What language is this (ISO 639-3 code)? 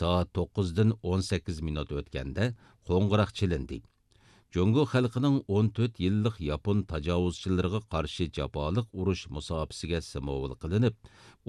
uig